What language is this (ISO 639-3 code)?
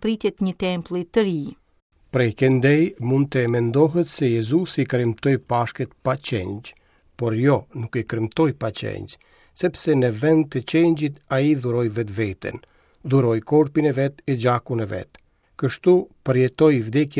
sqi